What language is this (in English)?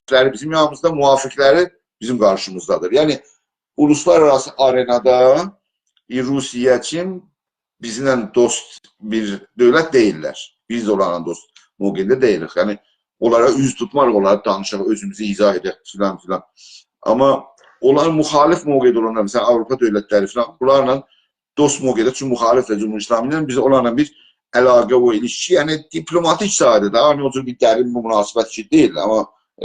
South Azerbaijani